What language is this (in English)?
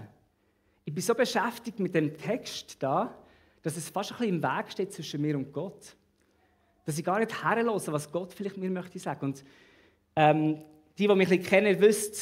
Swiss German